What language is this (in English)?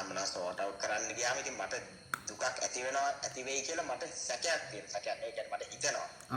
Sinhala